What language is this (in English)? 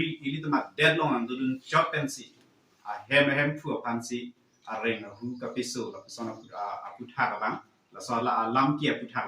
Karbi